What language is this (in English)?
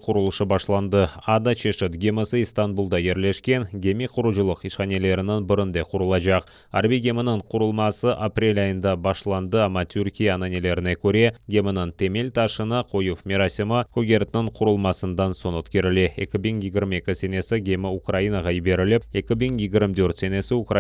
Crimean Tatar